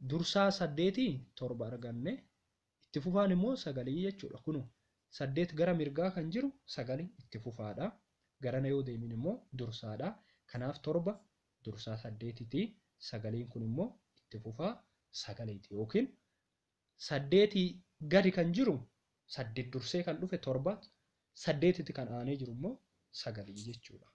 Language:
Oromo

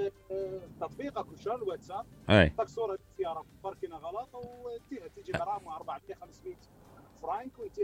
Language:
Mesopotamian Arabic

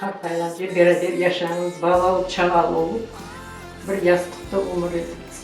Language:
Crimean Tatar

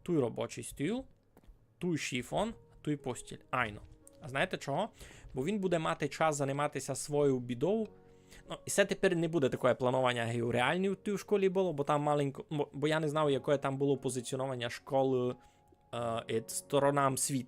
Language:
Rusyn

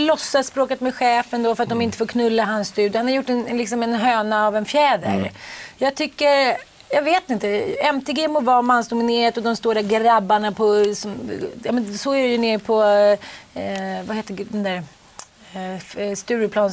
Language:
Swedish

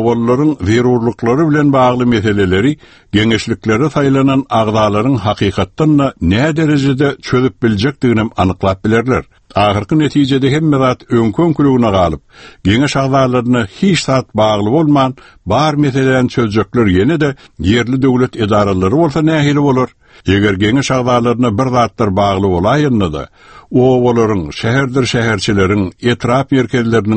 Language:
Turkmen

